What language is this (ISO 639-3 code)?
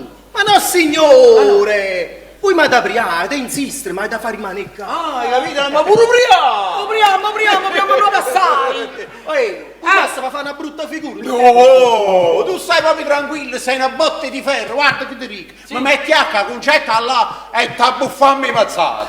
nap